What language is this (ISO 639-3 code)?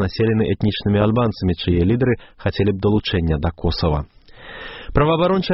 bel